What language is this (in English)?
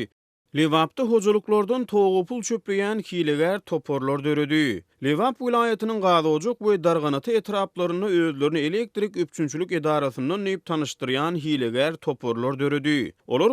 Turkmen